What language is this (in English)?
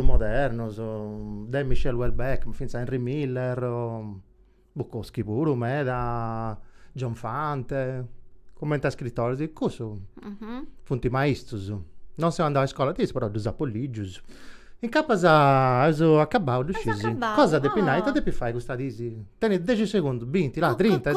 Sardinian